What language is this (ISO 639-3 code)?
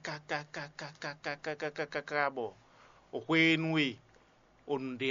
fon